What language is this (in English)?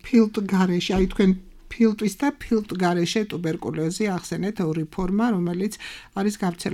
Georgian